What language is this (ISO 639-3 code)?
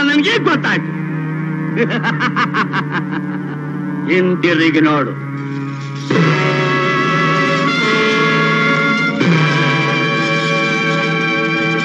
kan